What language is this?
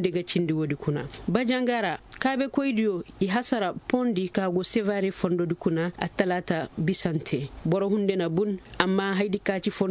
Koyraboro Senni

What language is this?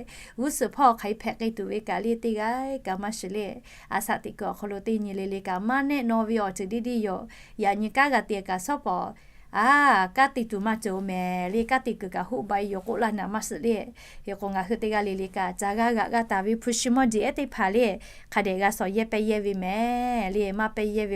Lahu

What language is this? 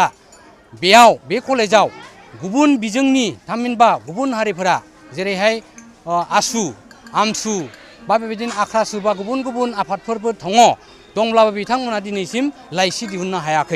Bodo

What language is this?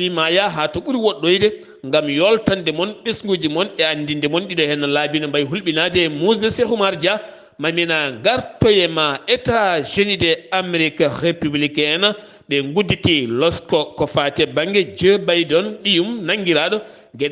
Fula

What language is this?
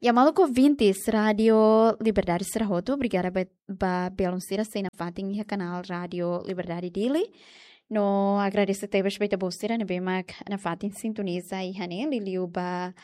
Tetum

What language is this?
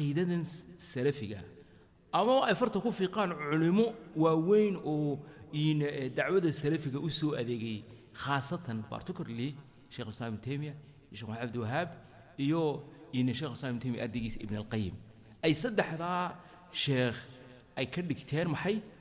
Somali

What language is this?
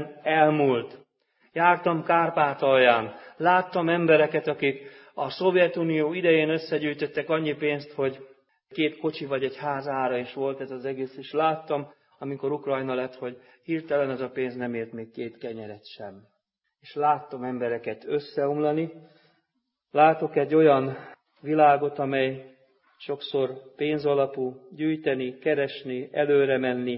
Hungarian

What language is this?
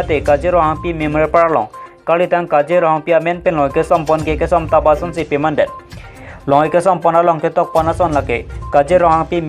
Karbi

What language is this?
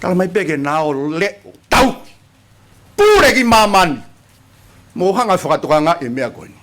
Tongan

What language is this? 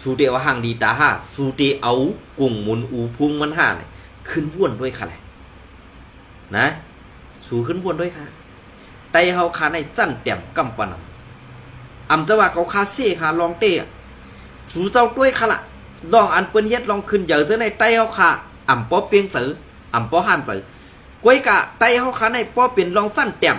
Shan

